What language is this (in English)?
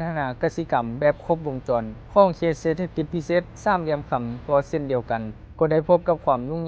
Lao